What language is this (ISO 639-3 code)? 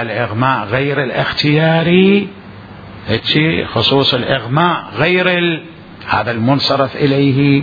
acm